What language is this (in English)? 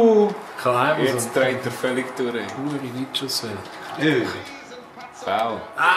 Swiss German